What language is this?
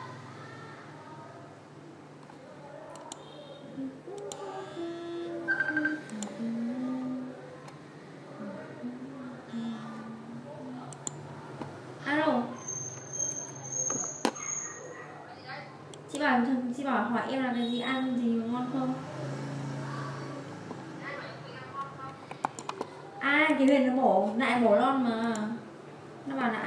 Vietnamese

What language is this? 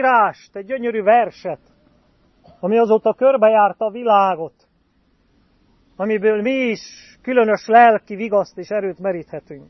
Hungarian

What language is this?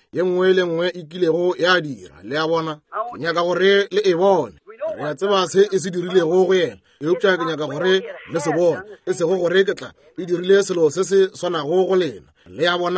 Northern Sotho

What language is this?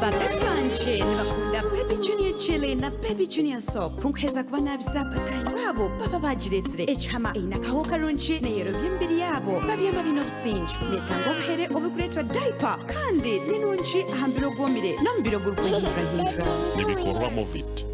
Nyankole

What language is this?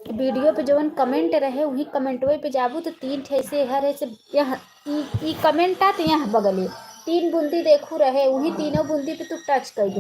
Awadhi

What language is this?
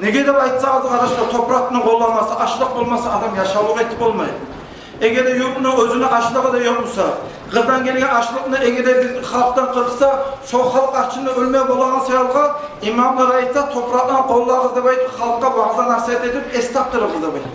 Kumyk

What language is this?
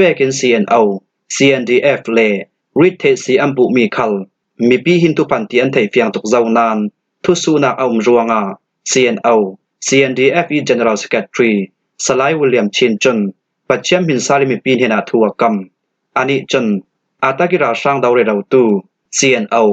Falam Chin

